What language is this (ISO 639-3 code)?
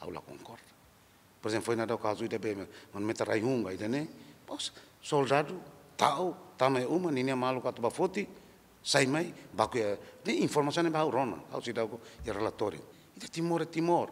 tet